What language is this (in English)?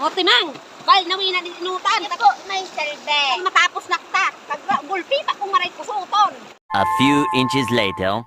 Bikol